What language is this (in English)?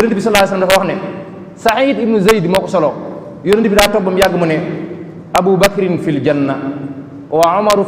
Wolof